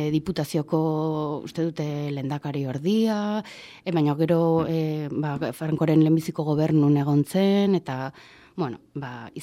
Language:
Basque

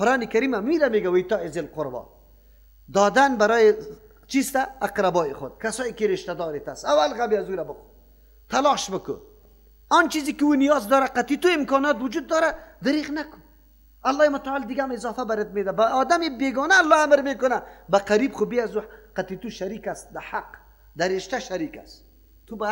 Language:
Persian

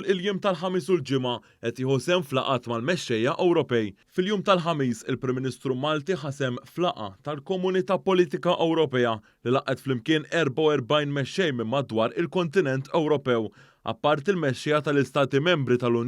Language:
Maltese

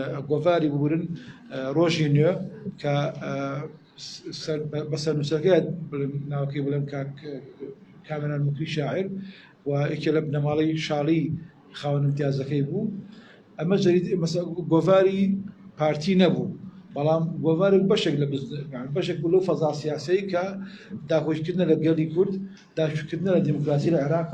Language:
Central Kurdish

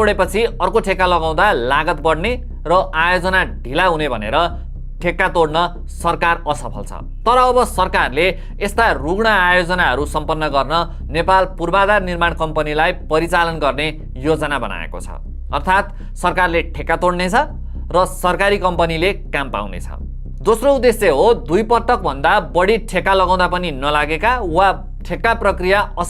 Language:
Nepali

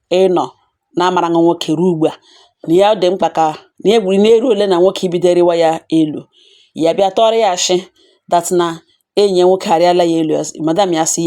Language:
Igbo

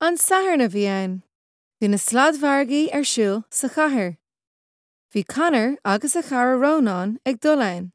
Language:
Irish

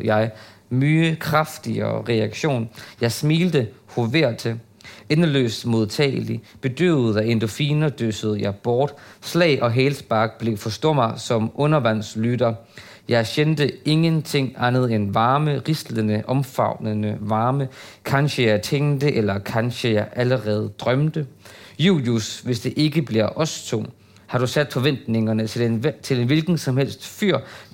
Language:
Danish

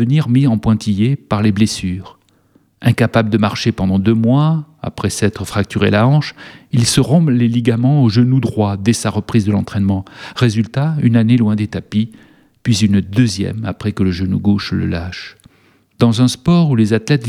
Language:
French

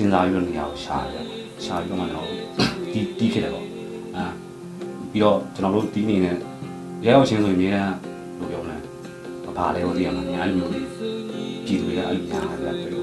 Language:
Burmese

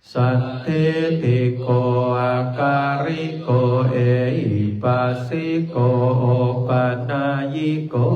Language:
Pali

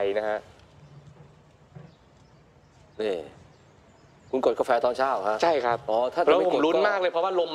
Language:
Thai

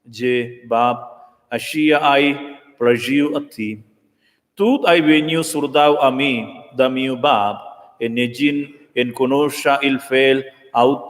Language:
Romansh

